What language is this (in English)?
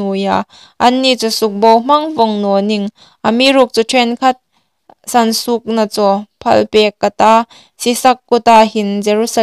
Hmar